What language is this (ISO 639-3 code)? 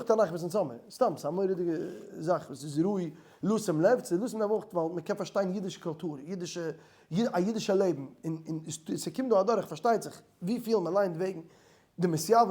yid